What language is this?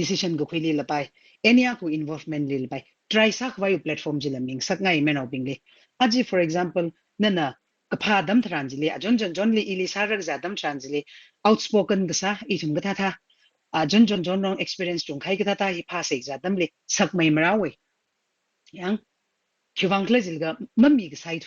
Tangkhul Naga (India)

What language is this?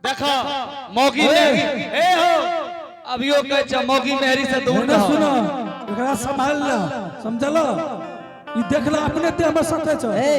Angika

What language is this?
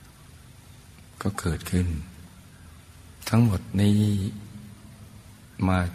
Thai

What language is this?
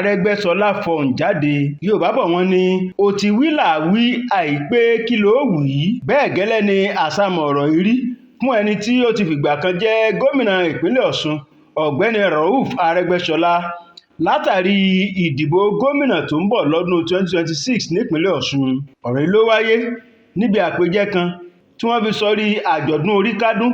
Yoruba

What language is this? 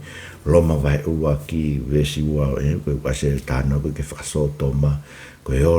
Tongan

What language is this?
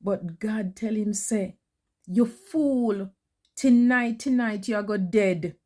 Jamaican Creole English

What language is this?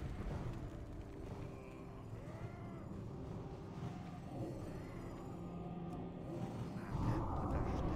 Russian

